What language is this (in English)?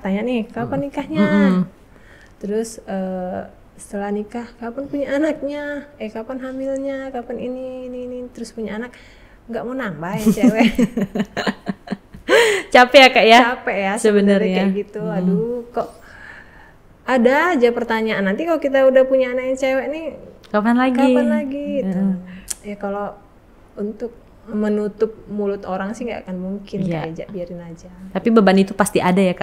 Indonesian